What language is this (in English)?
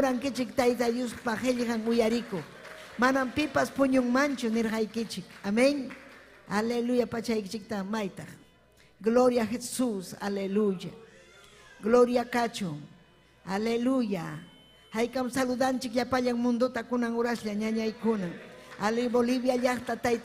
Ayacucho Quechua